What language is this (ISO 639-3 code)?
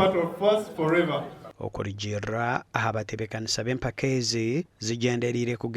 nyn